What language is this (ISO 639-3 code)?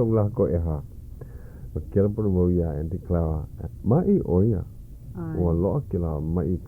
haw